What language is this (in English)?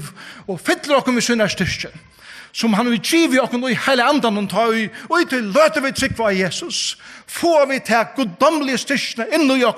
Faroese